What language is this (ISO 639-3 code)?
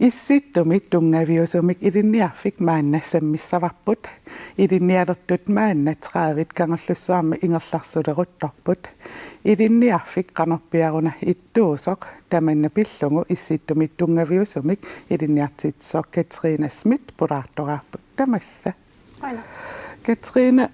kal